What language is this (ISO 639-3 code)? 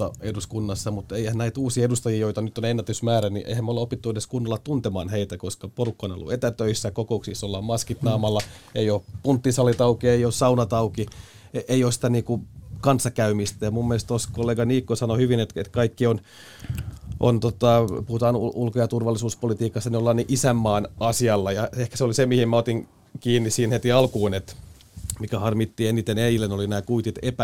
fin